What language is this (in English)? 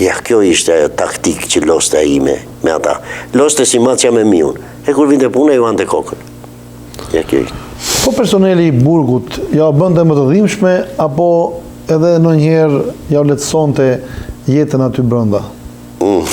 Albanian